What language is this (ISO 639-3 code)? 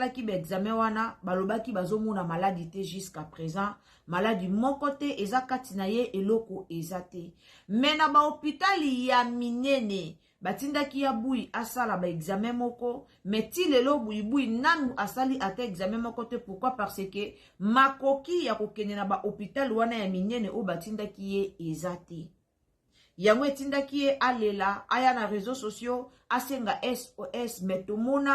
lin